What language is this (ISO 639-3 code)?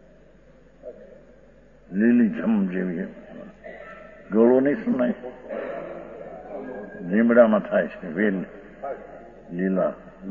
guj